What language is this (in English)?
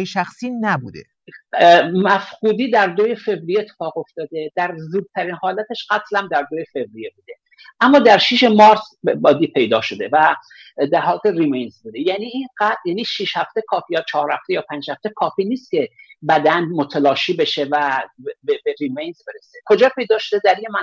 Persian